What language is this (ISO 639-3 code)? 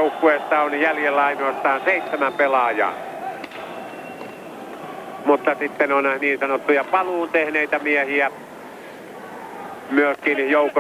fin